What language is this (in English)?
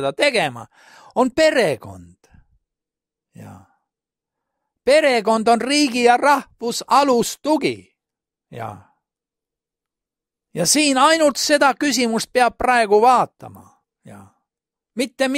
Estonian